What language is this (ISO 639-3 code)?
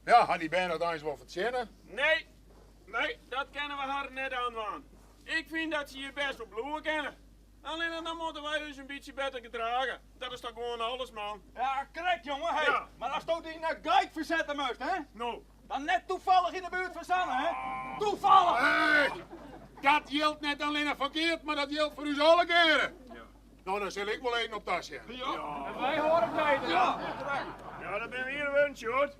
fry